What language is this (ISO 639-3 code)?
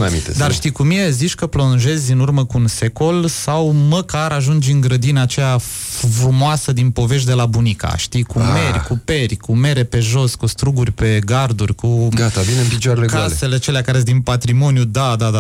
ron